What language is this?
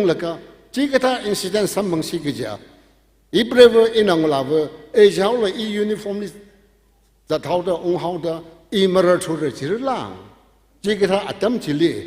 Tangkhul Naga (India)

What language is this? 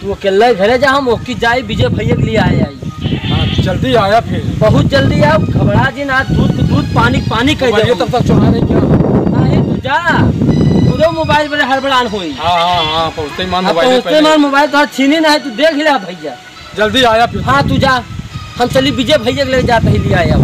Awadhi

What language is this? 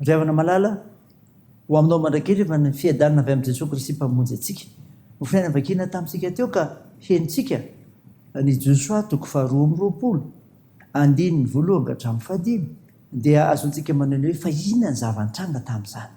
Malagasy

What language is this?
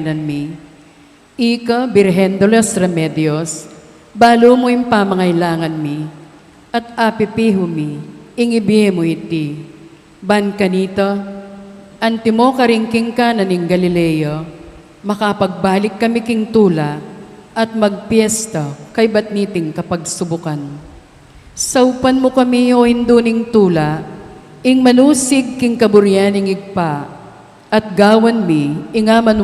Pampanga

